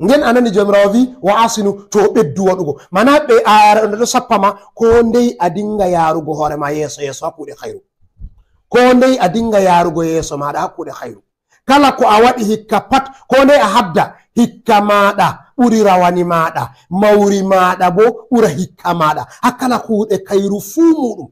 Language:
Fula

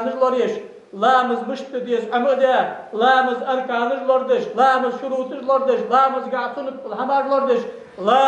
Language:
Ingush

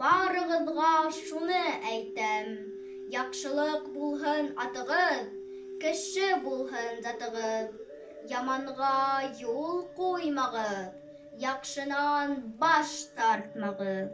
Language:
Bashkir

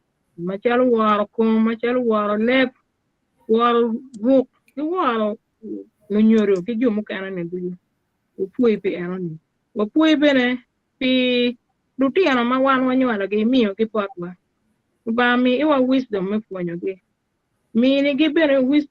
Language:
Acoli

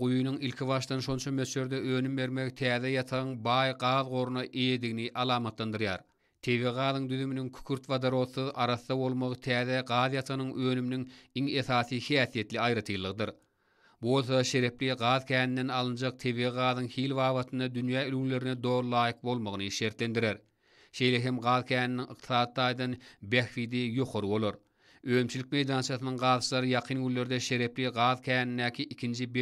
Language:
Turkmen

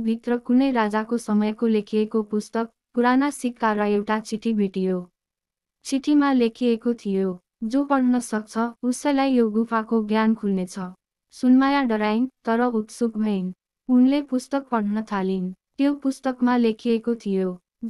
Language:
Nepali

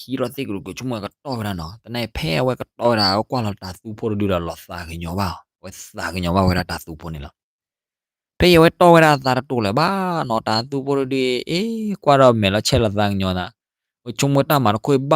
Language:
S'gaw Karen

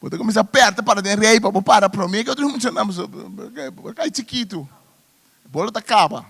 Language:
Papiamento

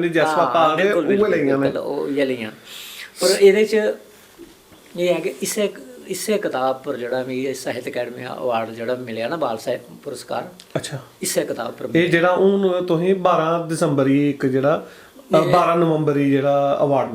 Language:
Dogri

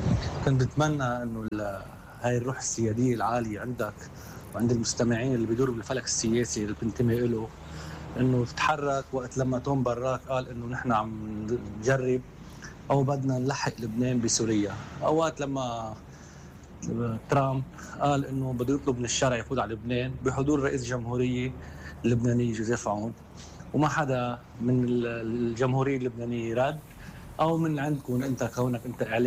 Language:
North Levantine Arabic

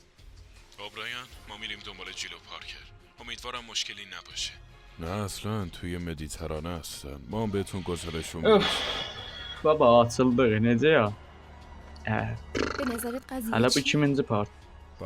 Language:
South Azerbaijani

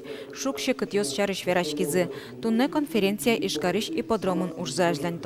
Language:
Udmurt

